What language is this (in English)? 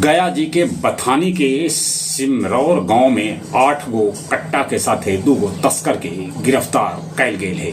Magahi